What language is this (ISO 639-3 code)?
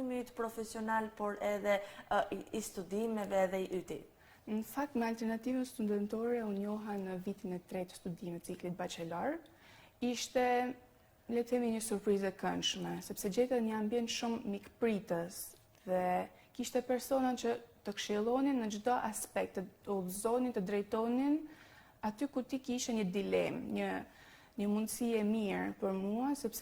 sqi